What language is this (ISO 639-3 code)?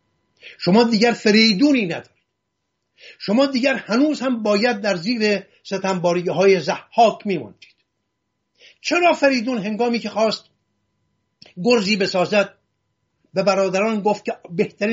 fas